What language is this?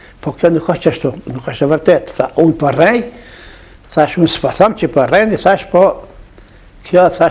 Albanian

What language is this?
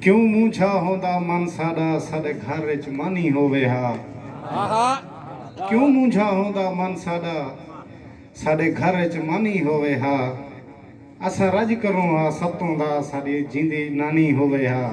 Saraiki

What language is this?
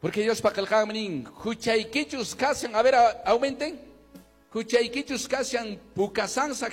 Quechua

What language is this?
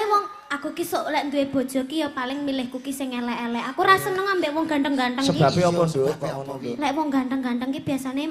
Javanese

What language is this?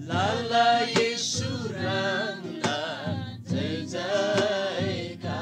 Eastern Tamang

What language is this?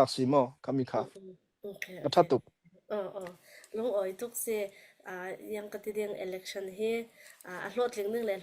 Falam Chin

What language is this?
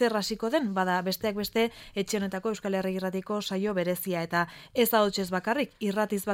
Basque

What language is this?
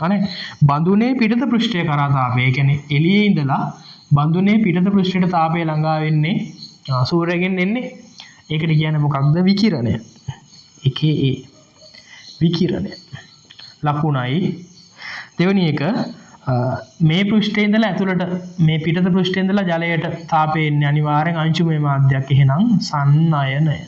Sinhala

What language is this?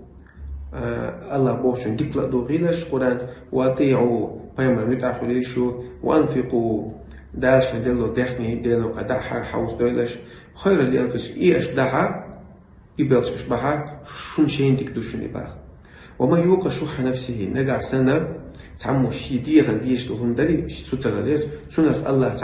Chechen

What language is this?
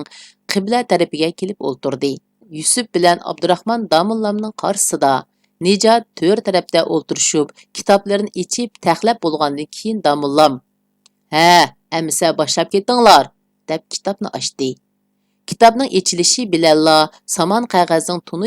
Uyghur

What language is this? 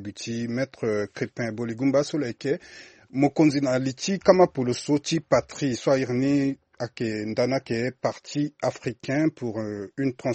Sango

